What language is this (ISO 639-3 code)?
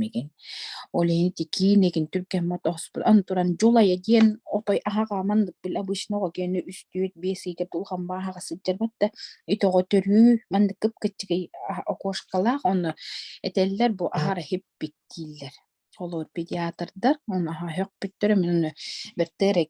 sah